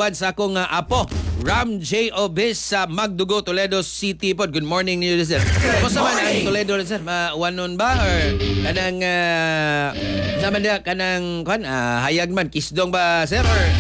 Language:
Cebuano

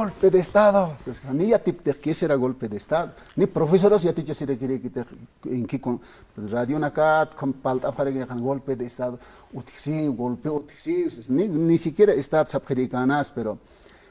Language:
Aymara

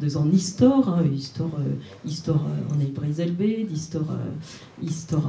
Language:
Breton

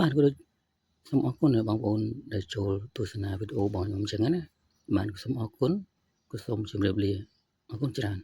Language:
Khmer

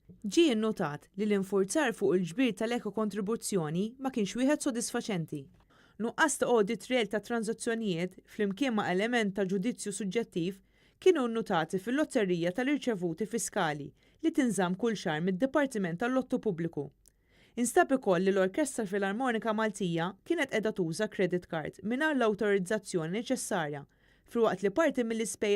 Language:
Maltese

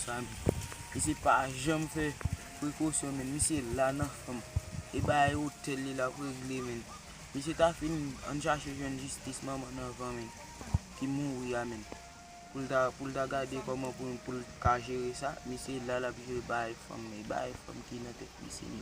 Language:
Haitian Creole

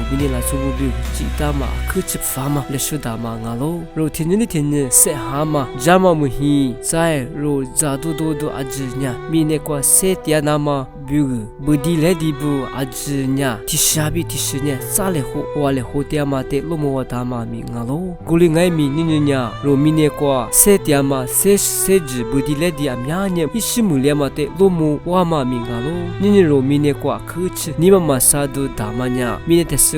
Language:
Lisu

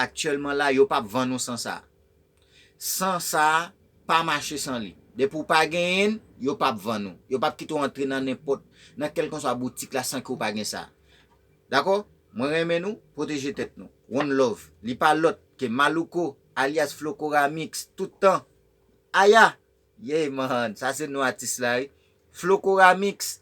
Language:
Haitian Creole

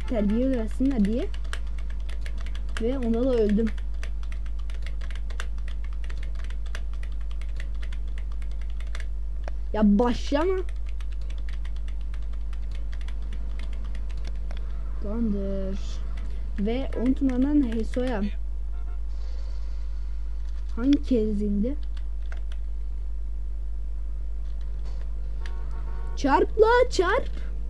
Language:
Turkish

